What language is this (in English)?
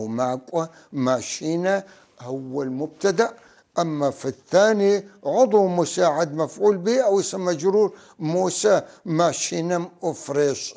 North Levantine Arabic